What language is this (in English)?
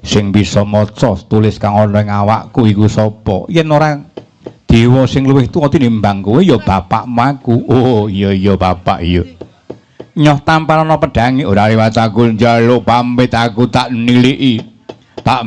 Javanese